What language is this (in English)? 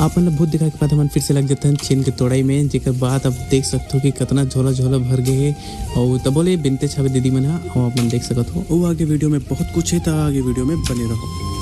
Chhattisgarhi